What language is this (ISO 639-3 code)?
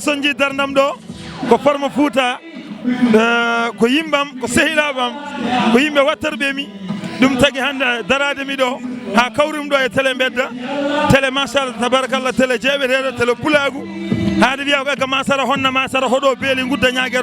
ful